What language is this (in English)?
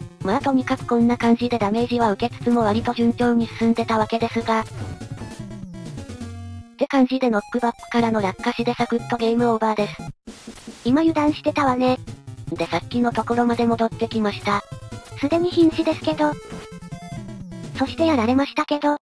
Japanese